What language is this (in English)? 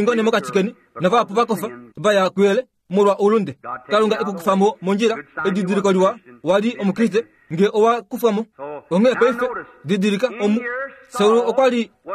Kuanyama